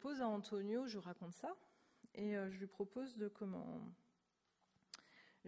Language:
French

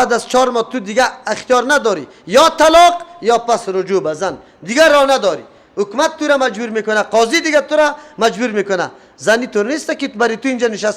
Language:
Persian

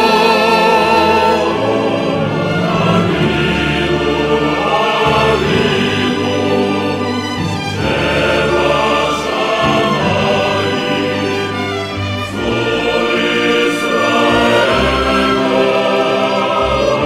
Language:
Hebrew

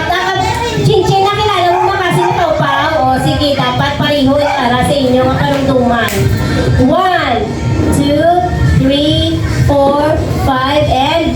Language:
Hiligaynon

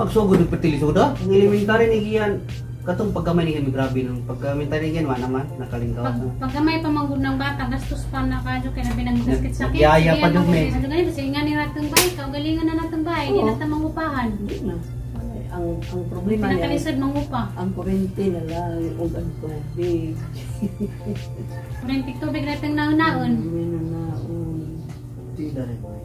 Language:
Cebuano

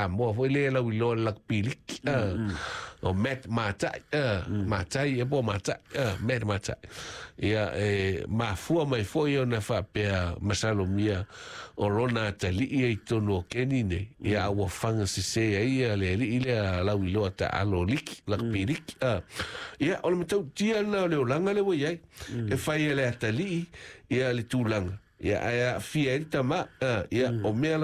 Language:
Samoan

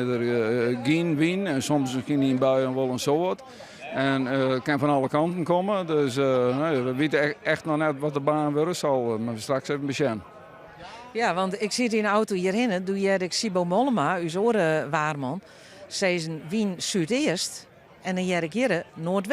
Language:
Western Frisian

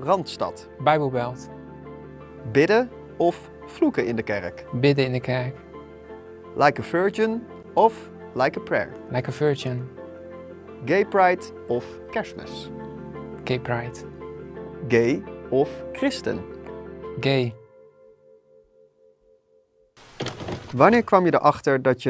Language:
Dutch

